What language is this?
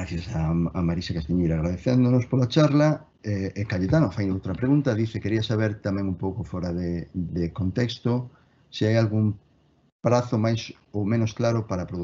Galician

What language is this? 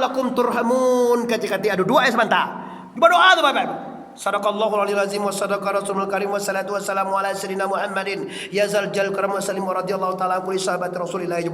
Minangkabau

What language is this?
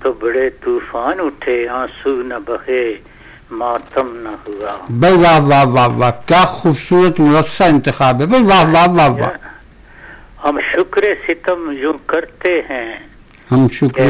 Urdu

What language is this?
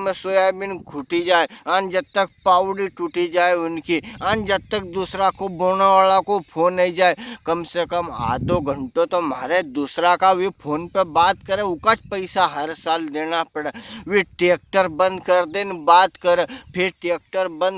Rajasthani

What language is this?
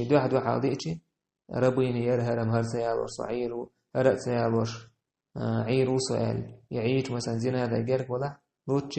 Chechen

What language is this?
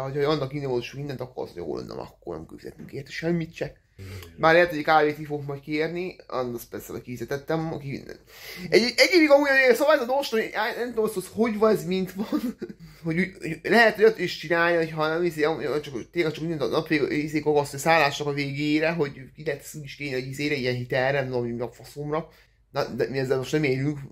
Hungarian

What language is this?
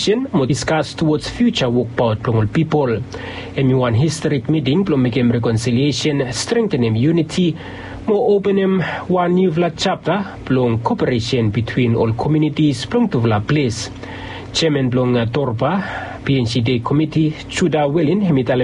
Bislama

